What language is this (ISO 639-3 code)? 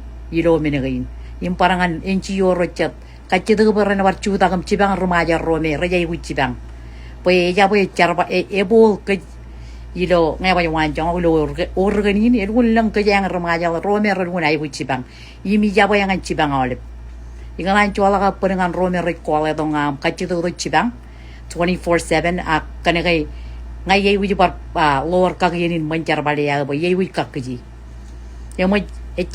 mah